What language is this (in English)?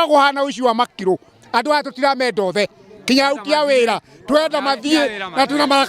Kikuyu